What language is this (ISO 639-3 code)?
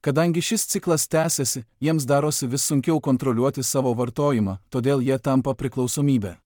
lit